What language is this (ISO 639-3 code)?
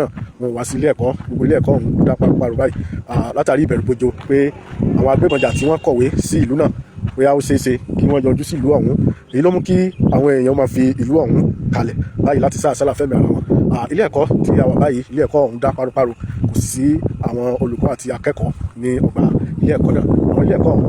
yor